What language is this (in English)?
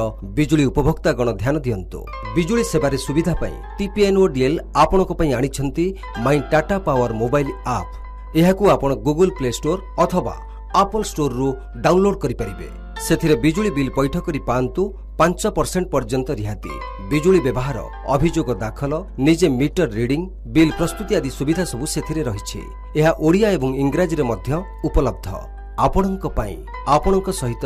Odia